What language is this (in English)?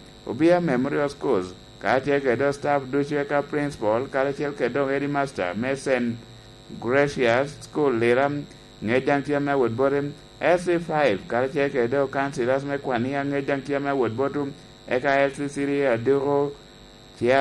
Lango (Uganda)